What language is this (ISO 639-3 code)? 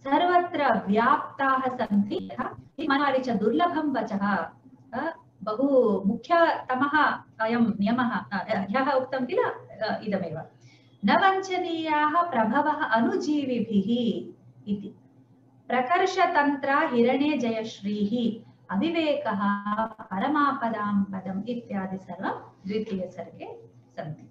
san